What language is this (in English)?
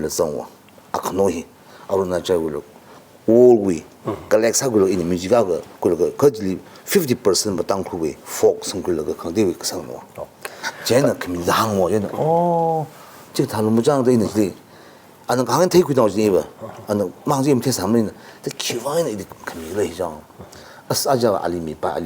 Tangkhul Naga (India)